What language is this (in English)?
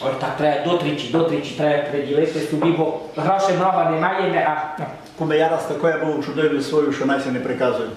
Rusyn